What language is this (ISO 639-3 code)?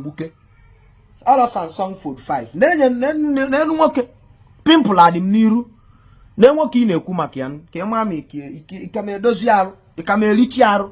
ibo